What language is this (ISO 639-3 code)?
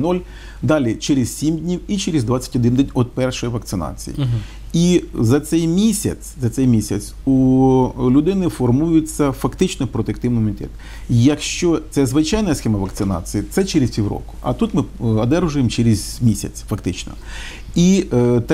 ukr